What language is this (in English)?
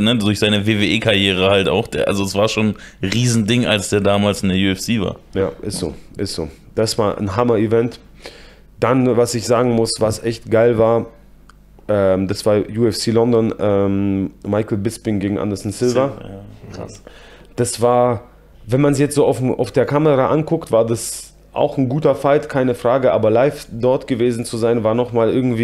German